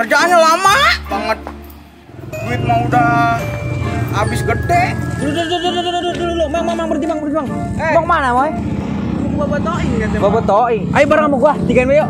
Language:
Betawi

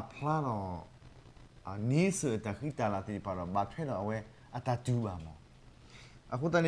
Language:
S'gaw Karen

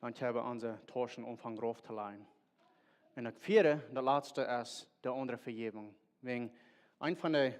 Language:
Plautdietsch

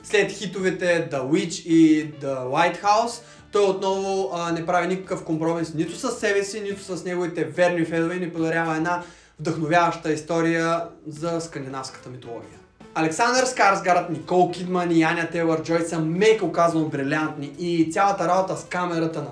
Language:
Bulgarian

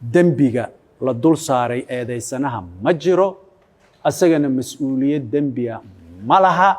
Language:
Somali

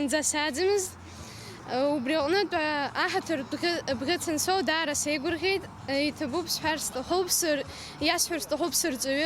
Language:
Abkhazian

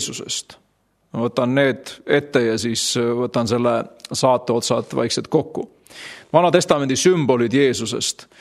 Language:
Estonian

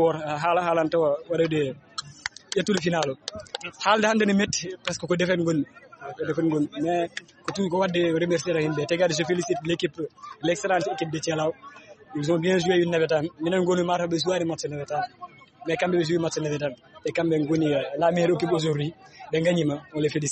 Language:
Fula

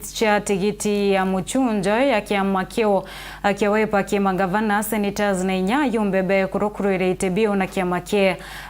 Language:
Meru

